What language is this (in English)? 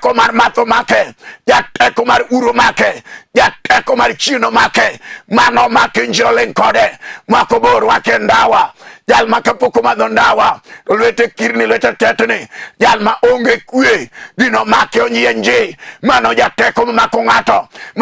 Luo (Kenya and Tanzania)